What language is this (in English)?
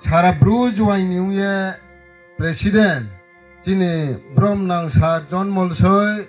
Riang (India)